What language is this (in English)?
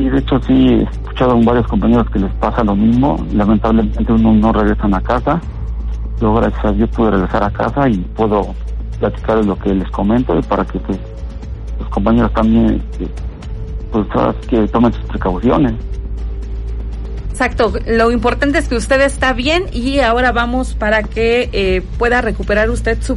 Spanish